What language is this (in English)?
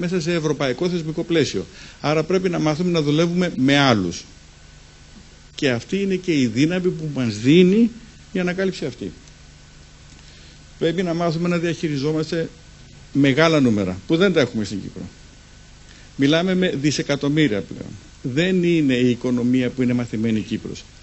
Greek